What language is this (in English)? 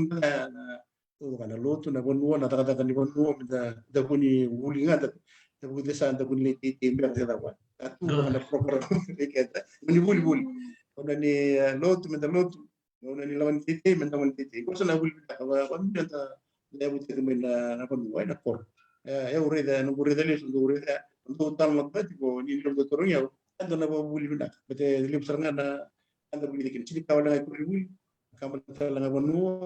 Fijian